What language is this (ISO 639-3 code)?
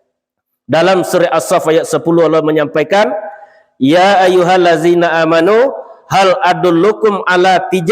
min